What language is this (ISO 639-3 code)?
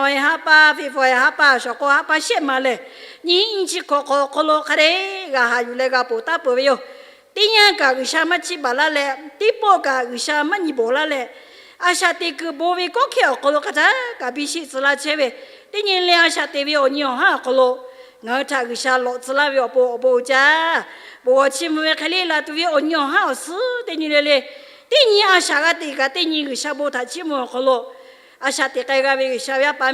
lhu